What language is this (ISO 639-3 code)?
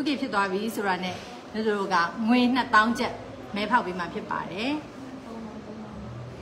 mya